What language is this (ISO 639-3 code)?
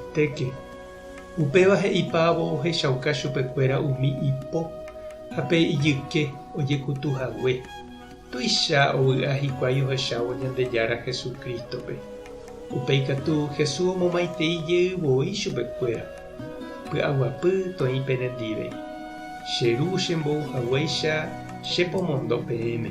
grn